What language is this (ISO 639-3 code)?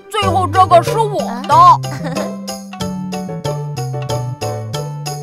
zho